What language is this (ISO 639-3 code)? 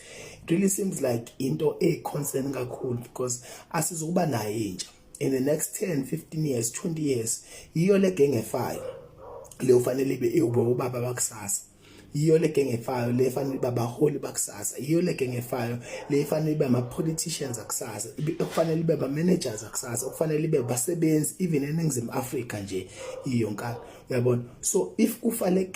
zul